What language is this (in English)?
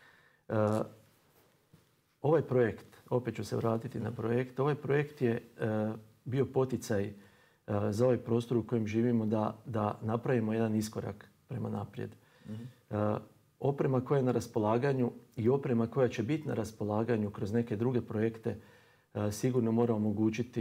Croatian